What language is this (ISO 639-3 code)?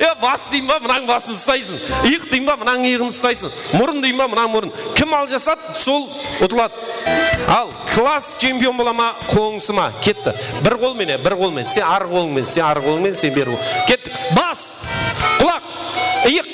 kaa